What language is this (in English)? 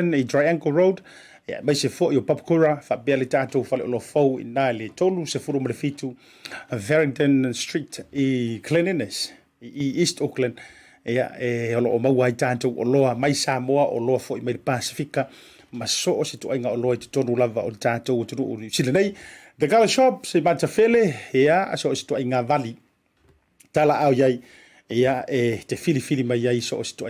Samoan